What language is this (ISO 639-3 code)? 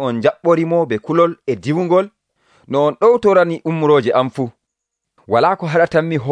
fuv